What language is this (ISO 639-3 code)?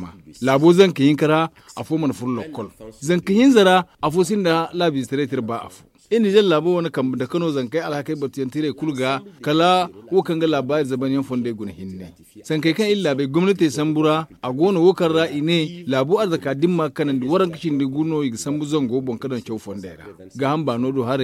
dje